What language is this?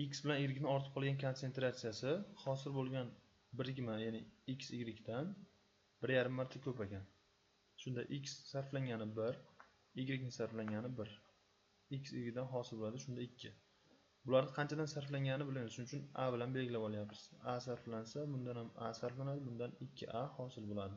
Uzbek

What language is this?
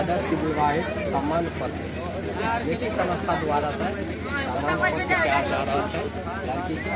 Maithili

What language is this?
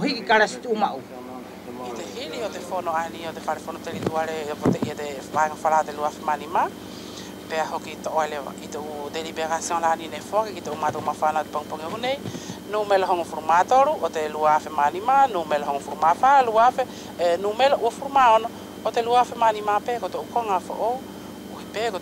Wallisian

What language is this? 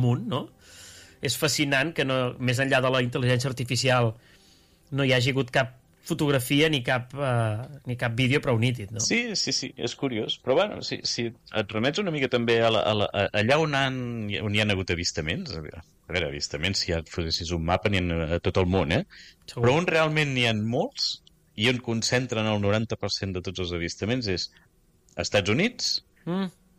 Catalan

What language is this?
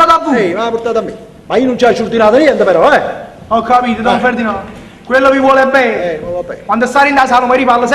Neapolitan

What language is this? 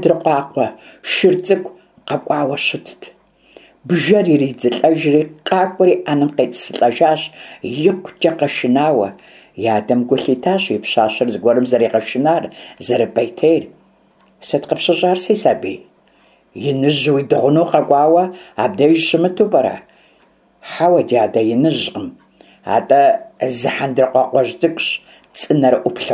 Kabardian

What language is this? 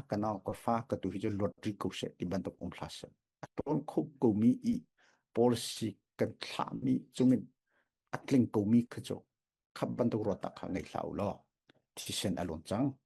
Falam Chin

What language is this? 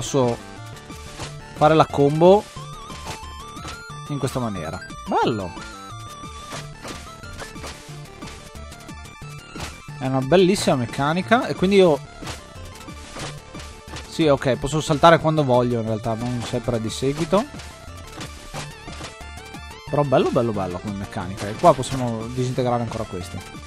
Italian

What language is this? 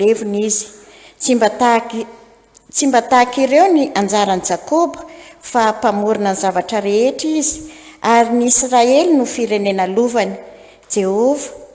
Malagasy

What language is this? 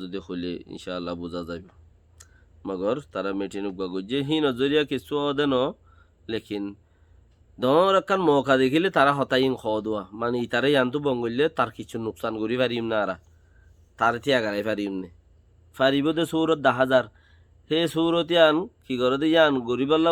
Rohingya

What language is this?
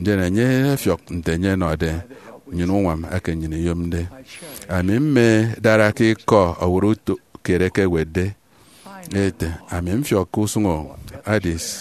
Efik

